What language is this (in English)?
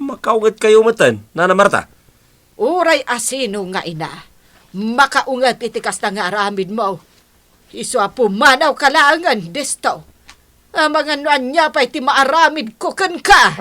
Iloko